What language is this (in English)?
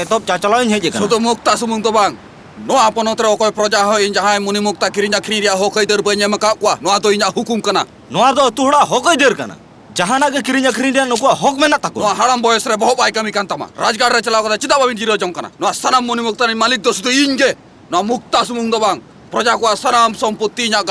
Santali